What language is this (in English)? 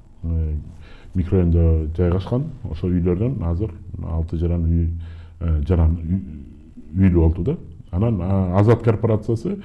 Kyrgyz